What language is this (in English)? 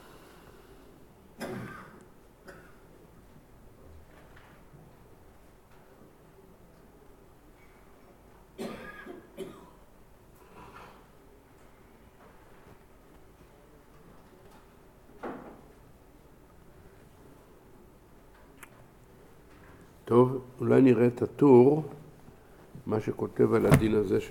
Hebrew